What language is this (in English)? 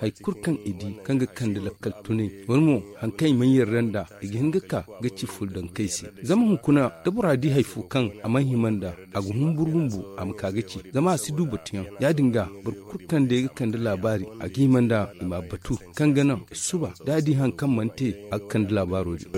Zarma